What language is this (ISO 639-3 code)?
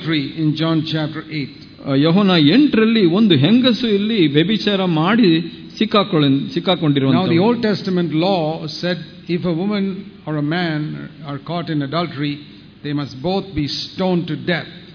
kan